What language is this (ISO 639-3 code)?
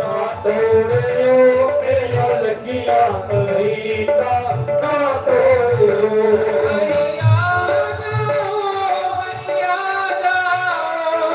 doi